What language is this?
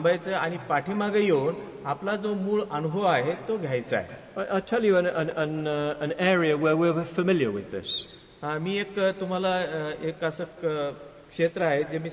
Marathi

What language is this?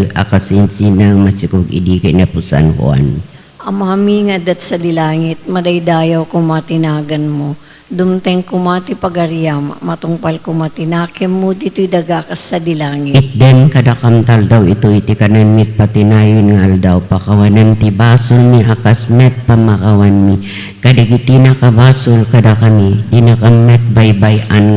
Iloko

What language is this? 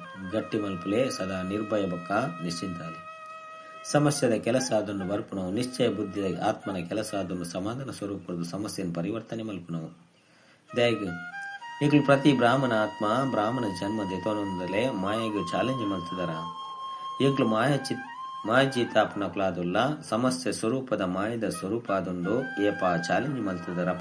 Tulu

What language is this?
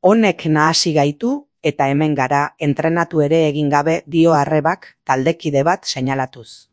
Basque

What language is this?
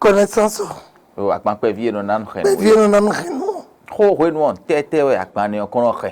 Fon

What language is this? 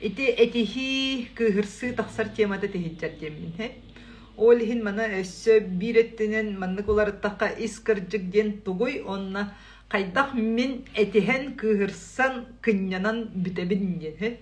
Yakut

